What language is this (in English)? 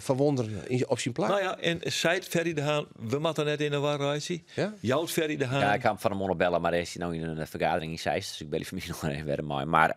Western Frisian